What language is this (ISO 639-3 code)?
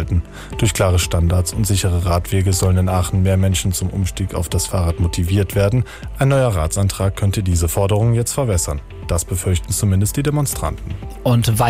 deu